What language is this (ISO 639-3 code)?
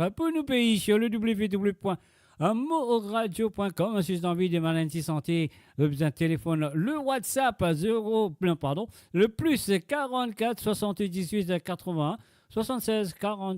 mfe